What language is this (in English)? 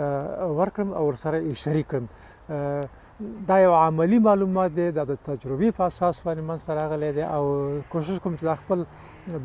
Pashto